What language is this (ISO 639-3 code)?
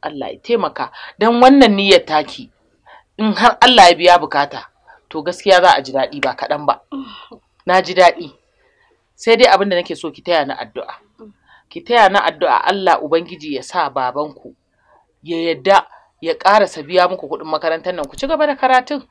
hau